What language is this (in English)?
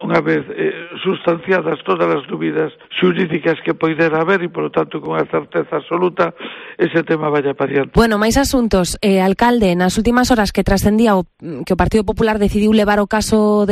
Galician